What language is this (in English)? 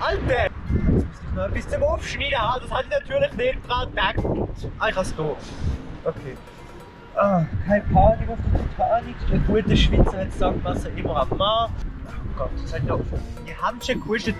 Swiss German